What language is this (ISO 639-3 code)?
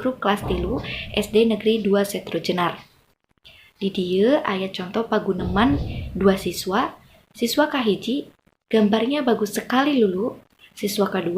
sun